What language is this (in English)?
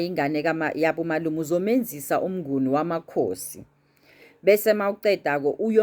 Zulu